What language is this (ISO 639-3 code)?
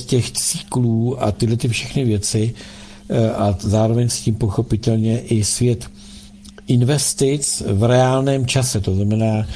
ces